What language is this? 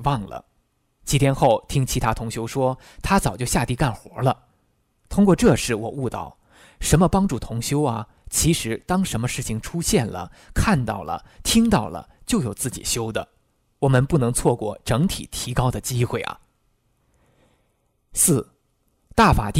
Chinese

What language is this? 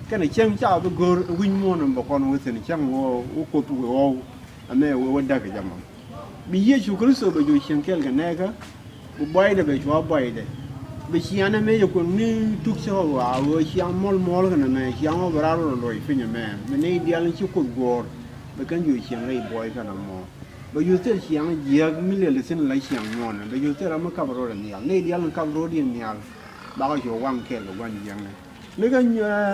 Nuer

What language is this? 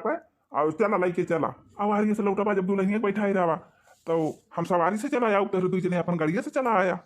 Awadhi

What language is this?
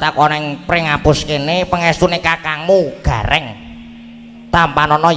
Javanese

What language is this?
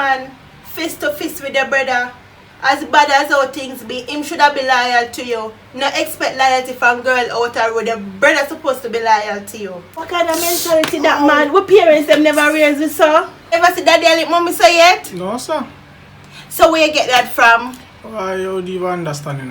Jamaican Creole English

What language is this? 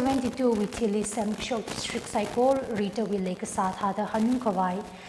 Tangkhul Naga (India)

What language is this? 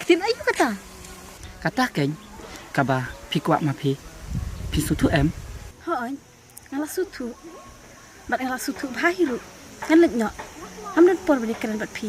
Khasi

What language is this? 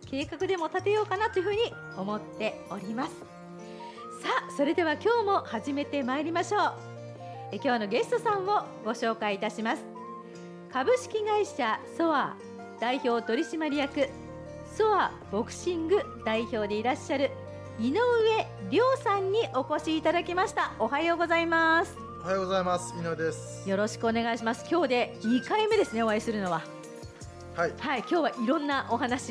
Japanese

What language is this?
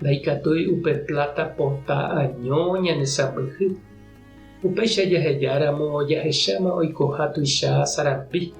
Guarani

